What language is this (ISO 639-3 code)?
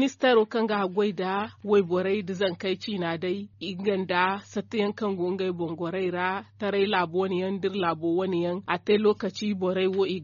dje